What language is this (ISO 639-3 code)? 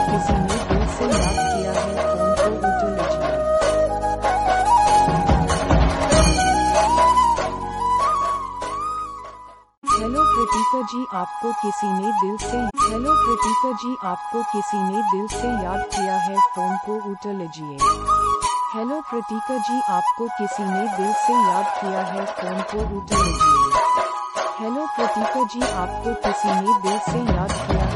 hin